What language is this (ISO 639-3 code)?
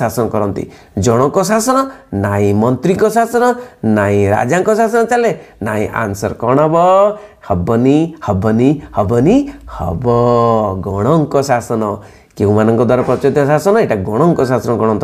ori